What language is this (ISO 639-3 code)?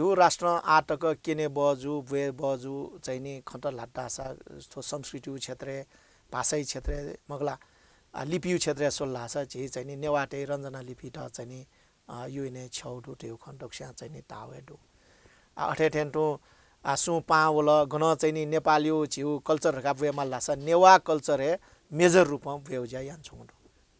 new